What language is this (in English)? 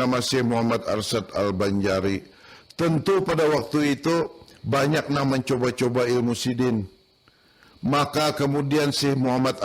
Banjar